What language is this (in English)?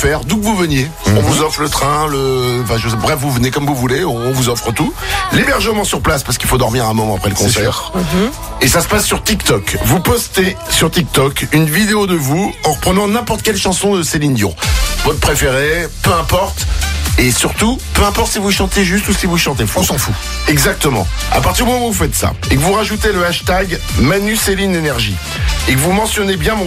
French